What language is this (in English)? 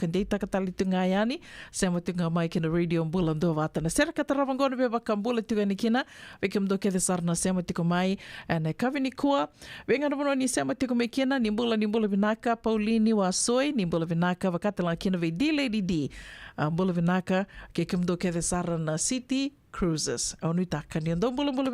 Fijian